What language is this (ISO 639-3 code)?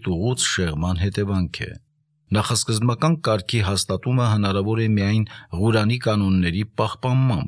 hye